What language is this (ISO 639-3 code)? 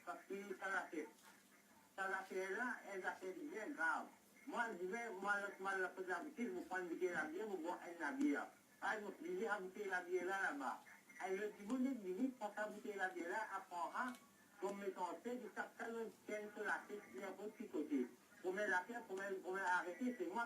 mfe